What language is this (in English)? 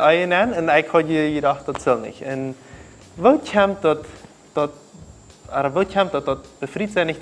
Plautdietsch